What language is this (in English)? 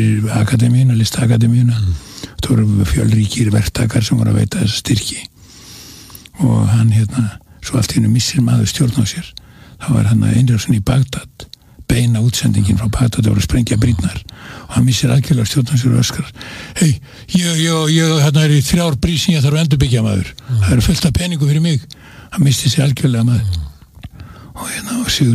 Icelandic